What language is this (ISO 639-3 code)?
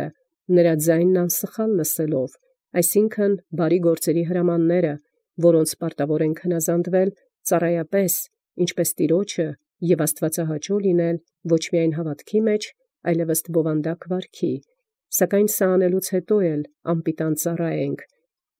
hye